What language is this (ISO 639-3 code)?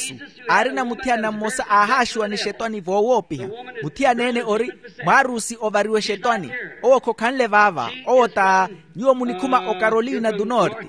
vmw